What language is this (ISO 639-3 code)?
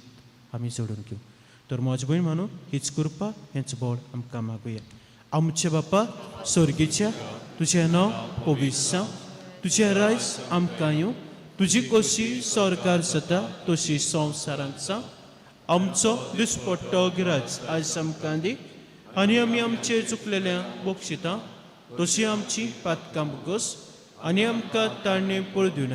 kok